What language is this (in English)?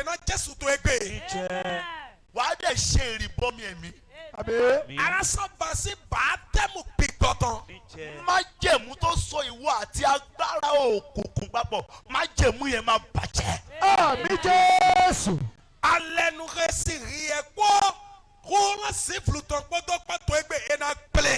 Yoruba